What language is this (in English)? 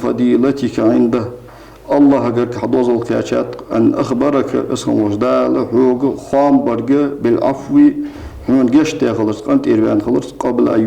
Ingush